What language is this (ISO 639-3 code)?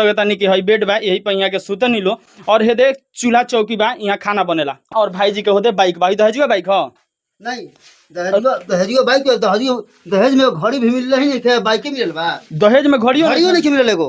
bho